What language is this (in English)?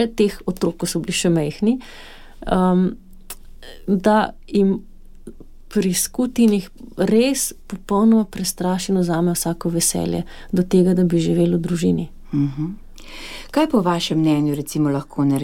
Slovenian